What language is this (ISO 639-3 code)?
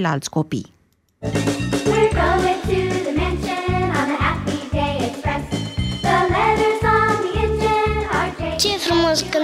ron